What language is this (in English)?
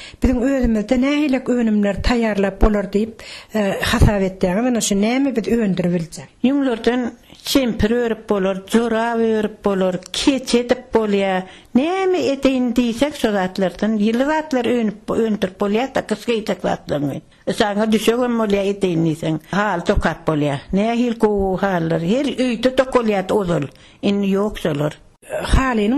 Turkmen